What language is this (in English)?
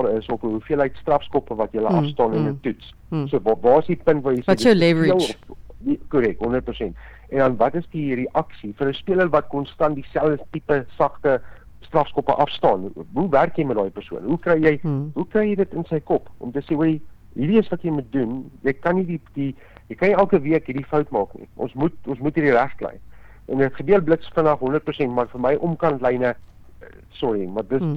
Afrikaans